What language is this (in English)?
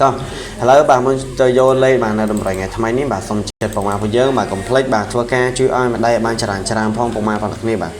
Khmer